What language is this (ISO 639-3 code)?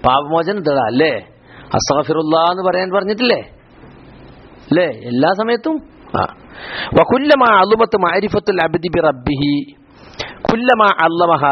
mal